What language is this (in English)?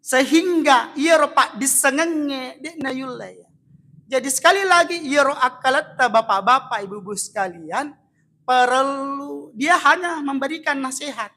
Buginese